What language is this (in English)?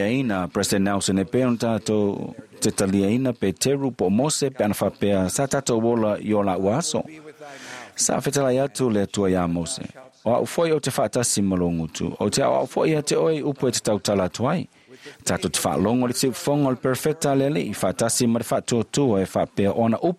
Samoan